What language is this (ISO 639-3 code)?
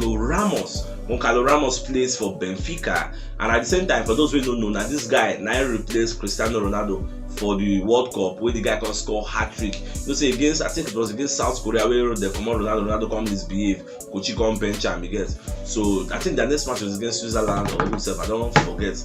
pcm